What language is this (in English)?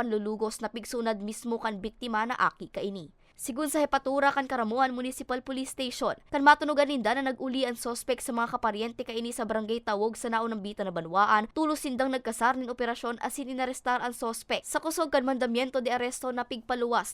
Bikol